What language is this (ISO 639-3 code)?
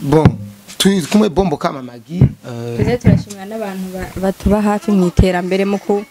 run